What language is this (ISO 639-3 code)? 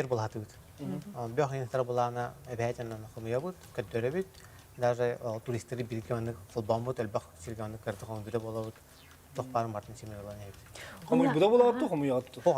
sah